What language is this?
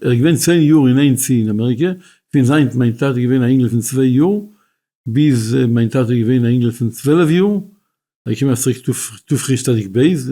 Yiddish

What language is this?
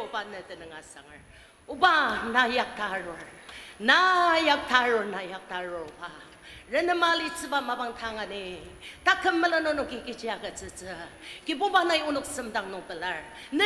Ao Naga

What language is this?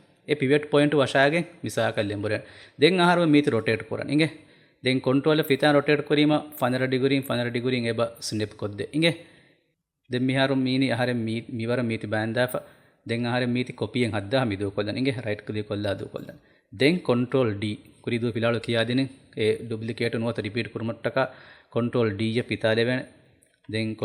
Divehi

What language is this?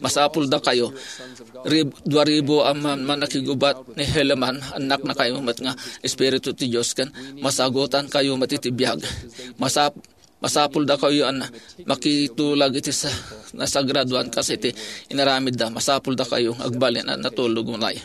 Iloko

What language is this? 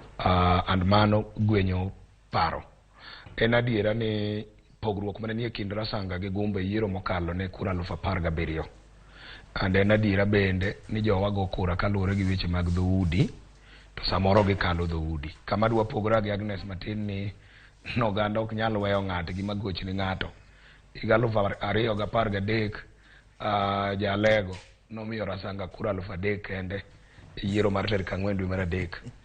Luo (Kenya and Tanzania)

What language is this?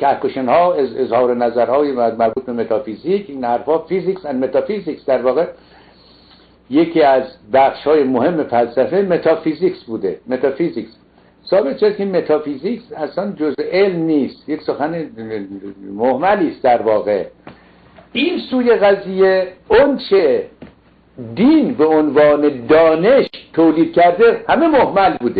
Persian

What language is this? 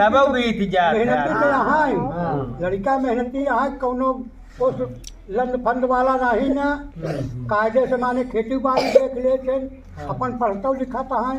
Awadhi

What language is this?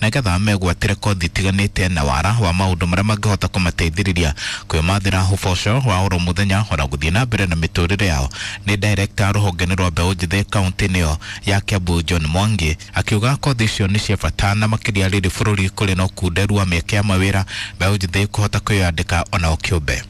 Kikuyu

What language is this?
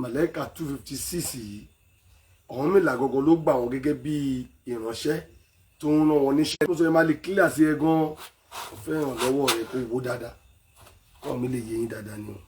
Yoruba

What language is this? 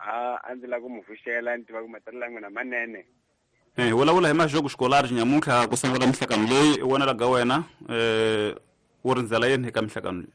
Tsonga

